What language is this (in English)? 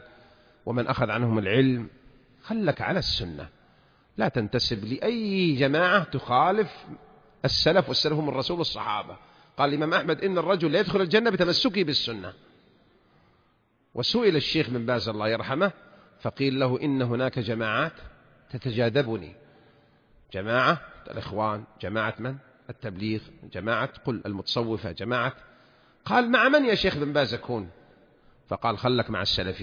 Arabic